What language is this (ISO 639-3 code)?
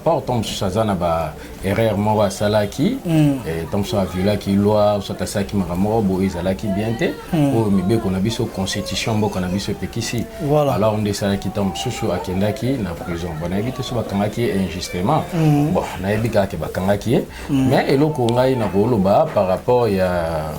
lin